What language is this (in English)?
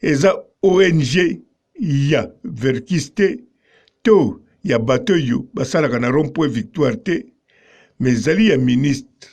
Lingala